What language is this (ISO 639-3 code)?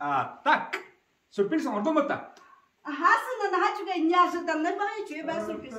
sah